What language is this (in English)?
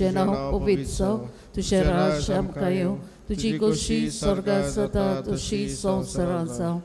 Konkani